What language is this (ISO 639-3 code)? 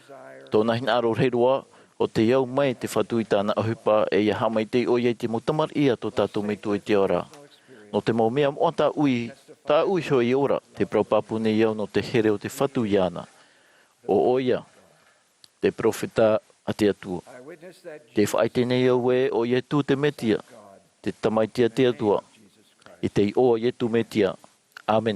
tah